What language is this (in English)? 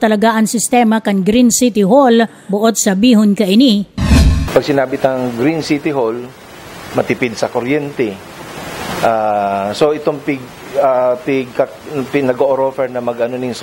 Bikol